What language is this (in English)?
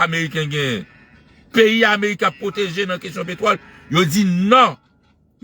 Haitian Creole